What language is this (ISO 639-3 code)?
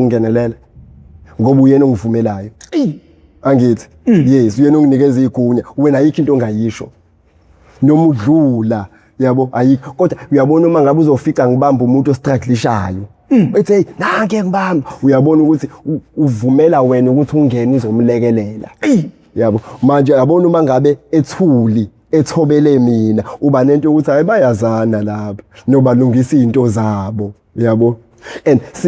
zul